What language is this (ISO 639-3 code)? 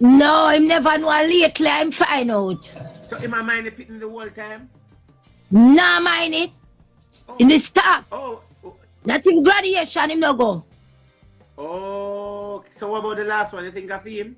jam